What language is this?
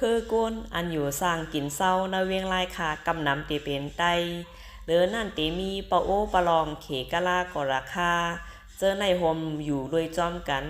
Shan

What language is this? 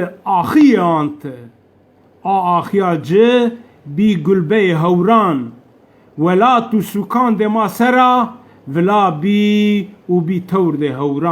Zaza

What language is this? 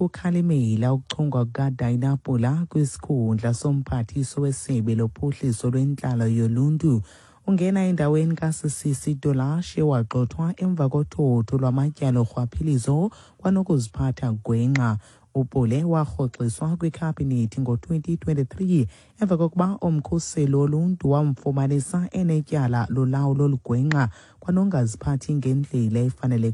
Xhosa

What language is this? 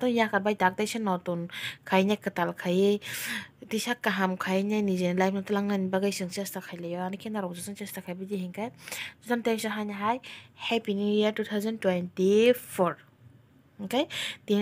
Kok Borok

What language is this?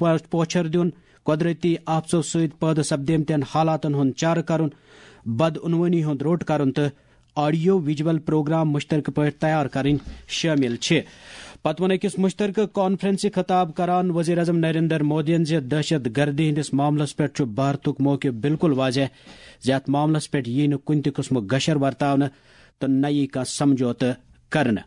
Kashmiri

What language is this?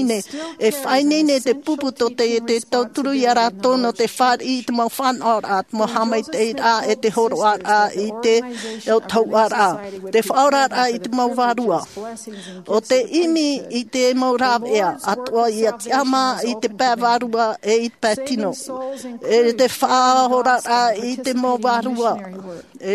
Tahitian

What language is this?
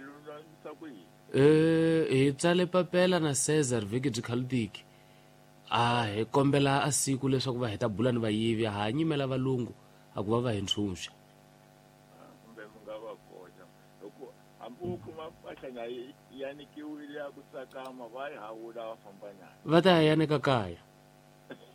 Tsonga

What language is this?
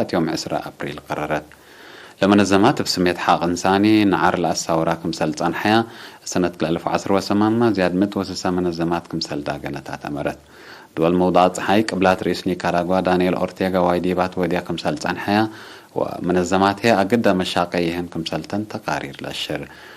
Tigre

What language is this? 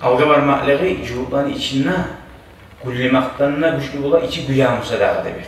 Kumyk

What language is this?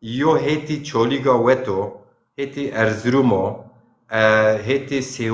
Zaza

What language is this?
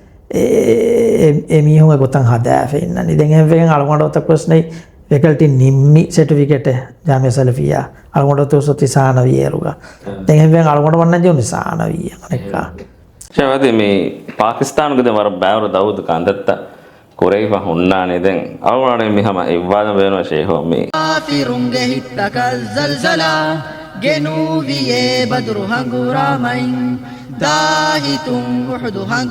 Divehi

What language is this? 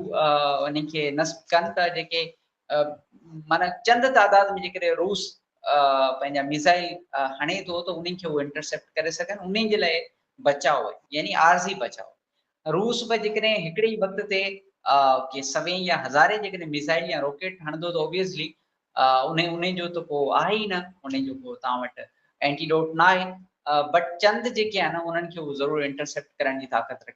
Sindhi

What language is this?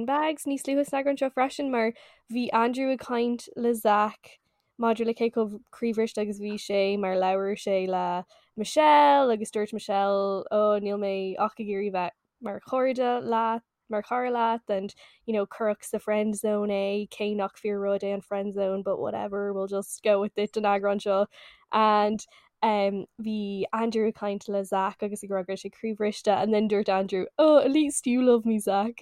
Irish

